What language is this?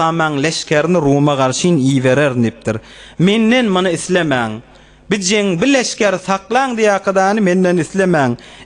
Turkmen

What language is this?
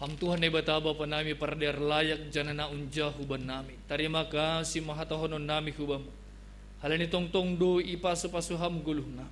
Batak Simalungun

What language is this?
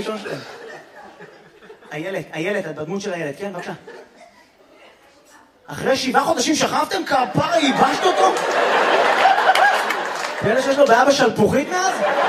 Hebrew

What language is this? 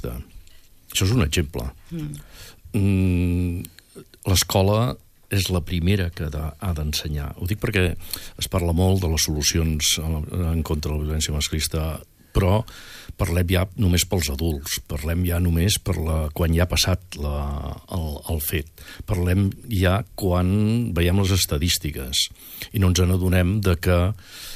Catalan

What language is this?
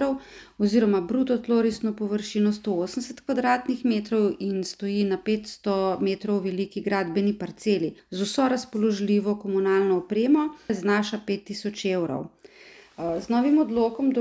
Slovenian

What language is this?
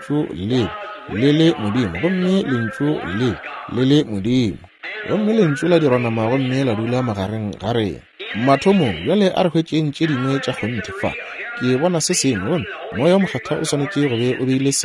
Northern Sotho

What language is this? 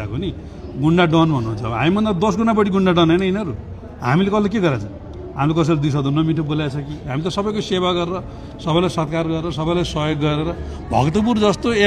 Nepali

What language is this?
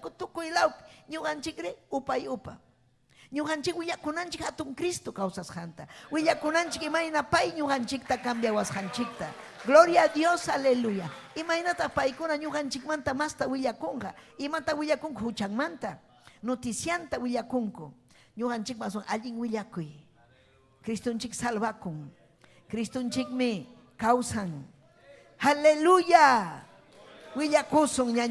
Ayacucho Quechua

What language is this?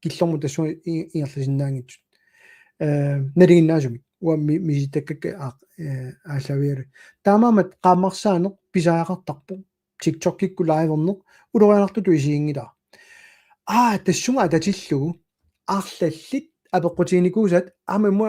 Kalaallisut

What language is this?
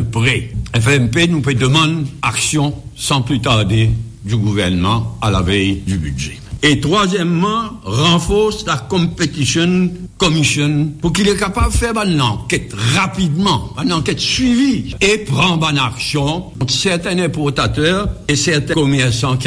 Morisyen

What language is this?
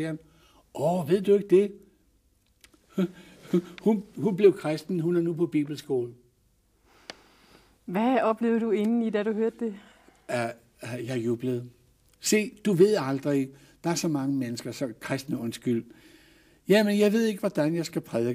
Danish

